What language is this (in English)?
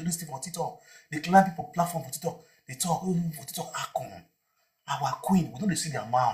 Nigerian Pidgin